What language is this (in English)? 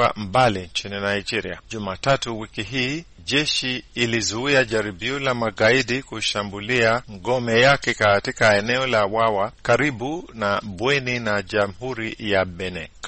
Swahili